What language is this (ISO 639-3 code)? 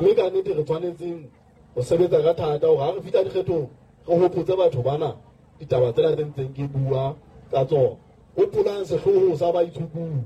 sot